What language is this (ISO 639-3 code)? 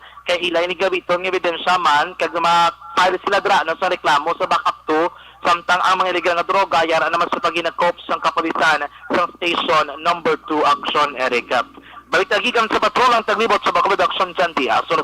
hil